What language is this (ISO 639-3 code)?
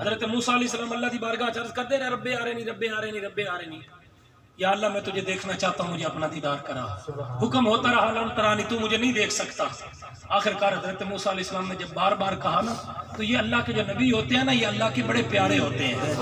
skr